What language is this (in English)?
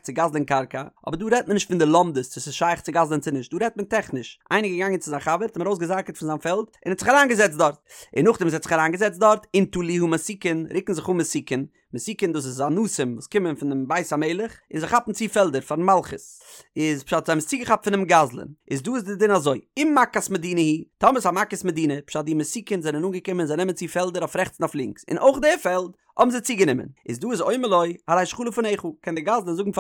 Yiddish